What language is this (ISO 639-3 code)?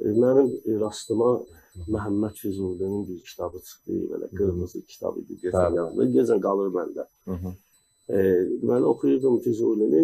aze